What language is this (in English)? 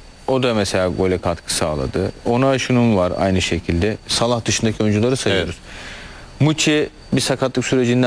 Turkish